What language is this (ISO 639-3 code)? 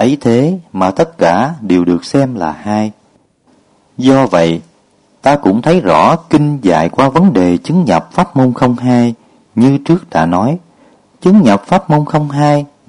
vie